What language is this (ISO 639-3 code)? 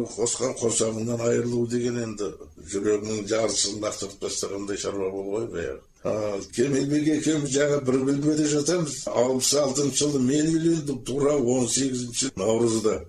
kaz